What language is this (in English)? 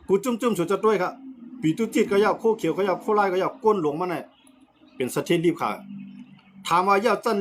Shan